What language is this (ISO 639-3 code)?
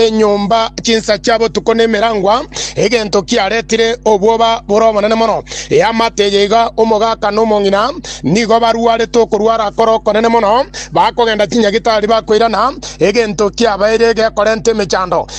guz